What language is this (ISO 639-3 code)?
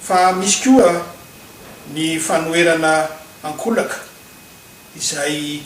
mlg